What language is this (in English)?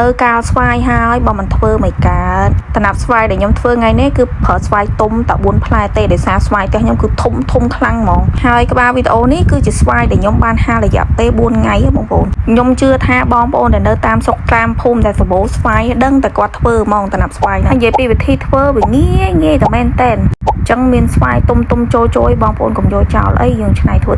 Khmer